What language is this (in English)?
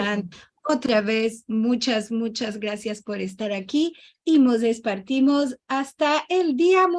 Ladino